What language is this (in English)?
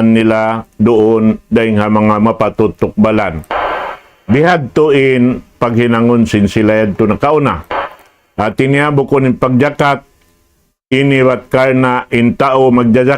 Tausug